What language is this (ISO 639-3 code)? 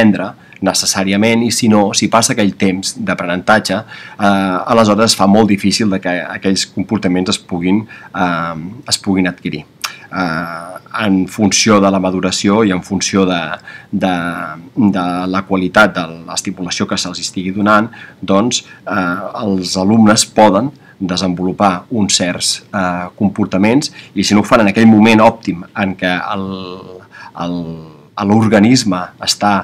cat